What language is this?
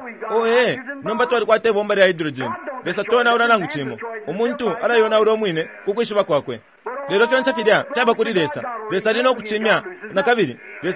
Bemba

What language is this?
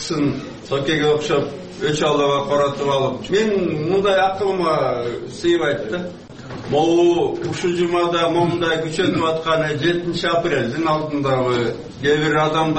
Kyrgyz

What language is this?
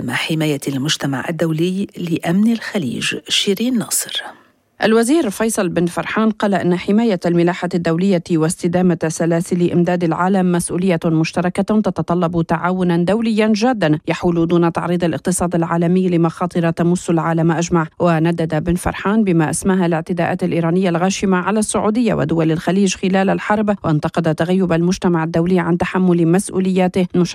Arabic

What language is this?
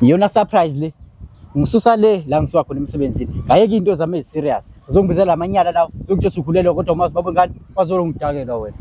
Zulu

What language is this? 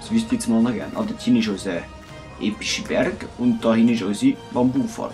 Swiss German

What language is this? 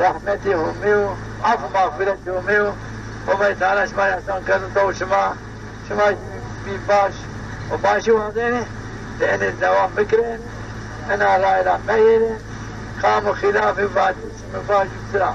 Zaza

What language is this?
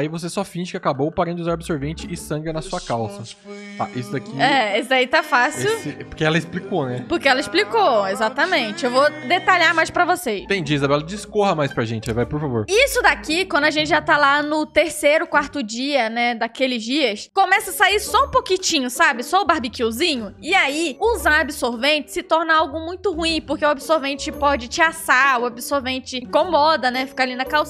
Portuguese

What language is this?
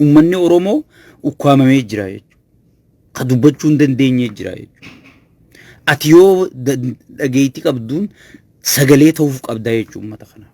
Oromo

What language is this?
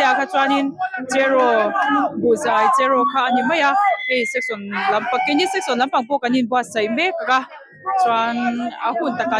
Mizo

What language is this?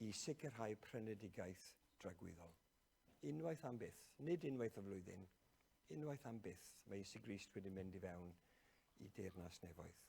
Welsh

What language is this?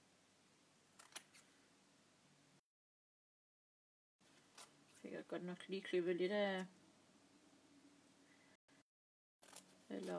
Danish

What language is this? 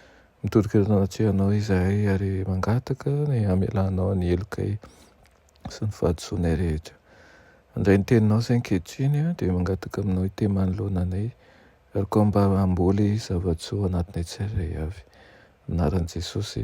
Malagasy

